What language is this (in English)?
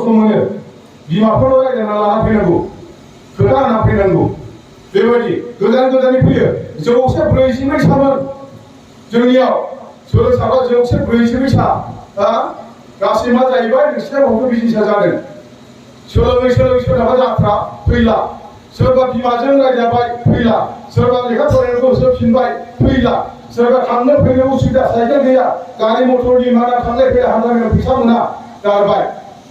Bodo